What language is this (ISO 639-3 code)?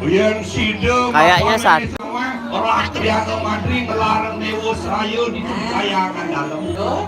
ban